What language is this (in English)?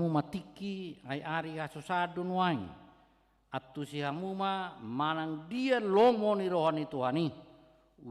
Batak Toba